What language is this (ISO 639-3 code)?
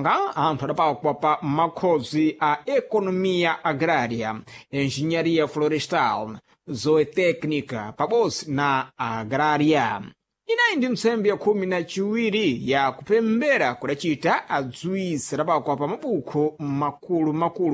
seh